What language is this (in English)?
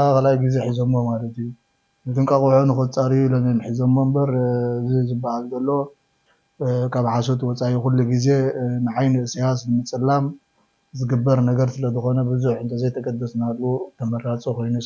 Tigrinya